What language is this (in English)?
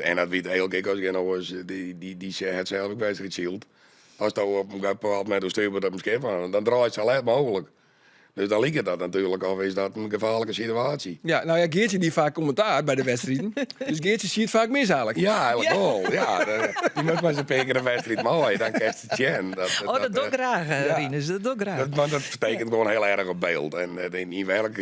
Western Frisian